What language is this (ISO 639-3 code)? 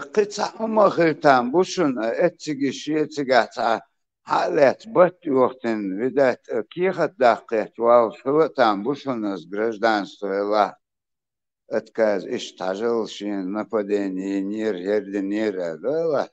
che